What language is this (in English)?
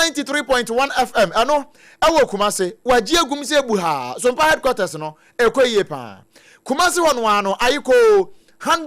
Akan